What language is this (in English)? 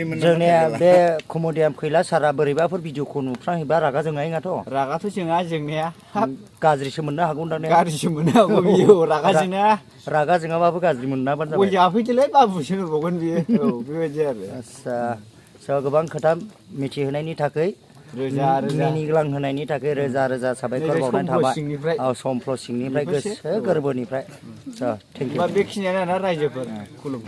Bodo